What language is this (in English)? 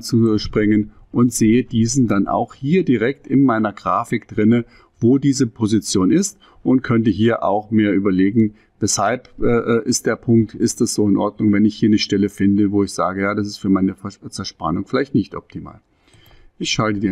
German